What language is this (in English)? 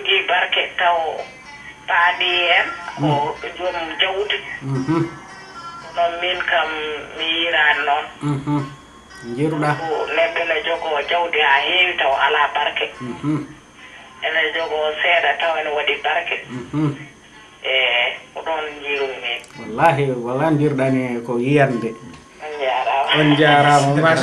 Fula